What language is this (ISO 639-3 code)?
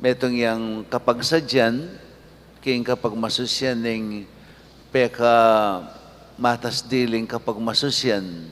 pam